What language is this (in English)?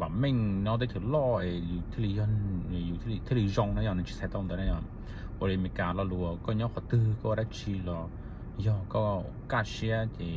Hmong